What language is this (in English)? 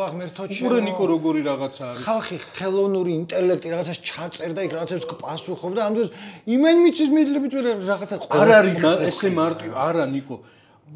Georgian